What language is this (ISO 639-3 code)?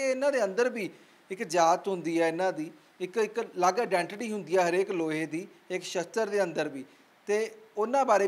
pan